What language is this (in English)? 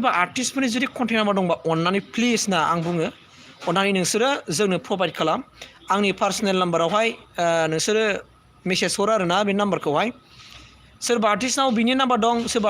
Bodo